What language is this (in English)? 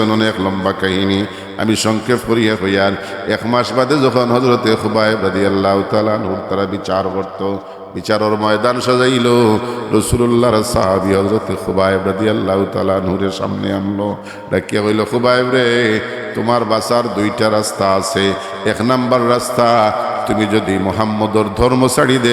Sylheti